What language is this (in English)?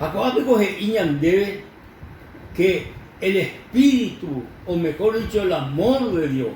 Guarani